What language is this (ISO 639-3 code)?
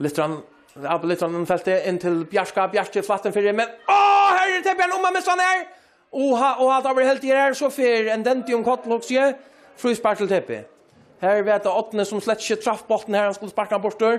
fao